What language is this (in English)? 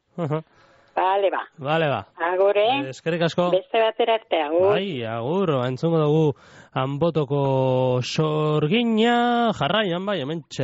Basque